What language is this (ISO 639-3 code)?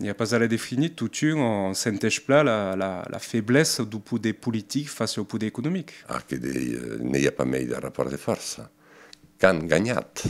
oci